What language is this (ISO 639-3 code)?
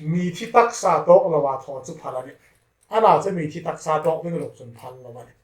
hmr